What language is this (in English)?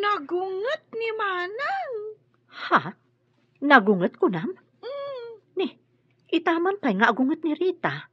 Iloko